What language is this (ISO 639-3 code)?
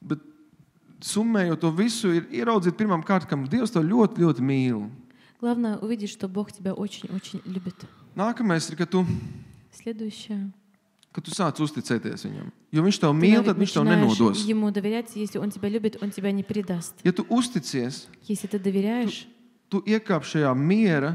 lav